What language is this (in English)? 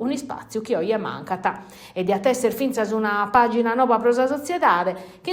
Sardinian